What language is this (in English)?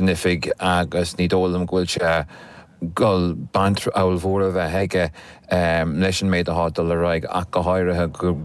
Irish